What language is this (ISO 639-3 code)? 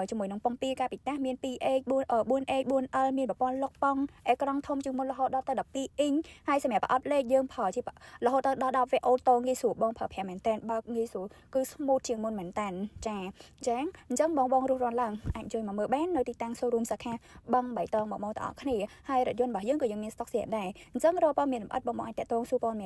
khm